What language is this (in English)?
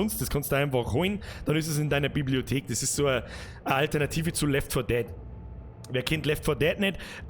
Bavarian